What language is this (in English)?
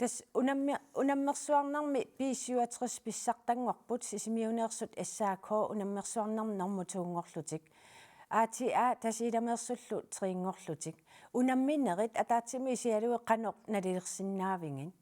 Kalaallisut